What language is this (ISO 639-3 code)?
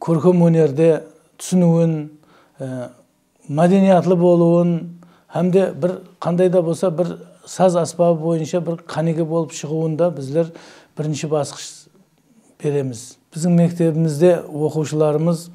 kaa